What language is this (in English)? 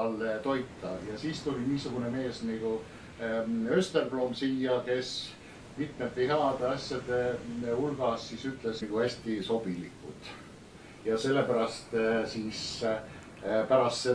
Estonian